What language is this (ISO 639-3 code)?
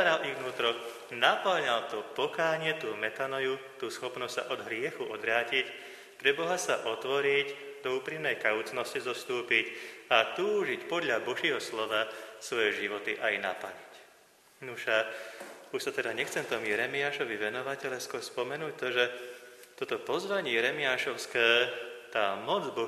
slk